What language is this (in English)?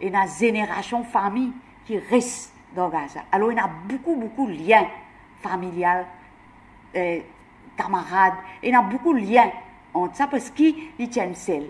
Morisyen